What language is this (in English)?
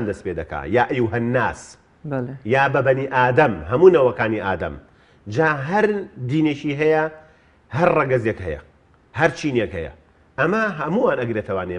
Central Kurdish